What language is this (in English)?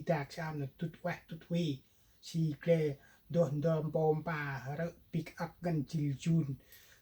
Central Mnong